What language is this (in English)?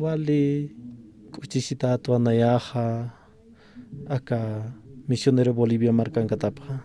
Aymara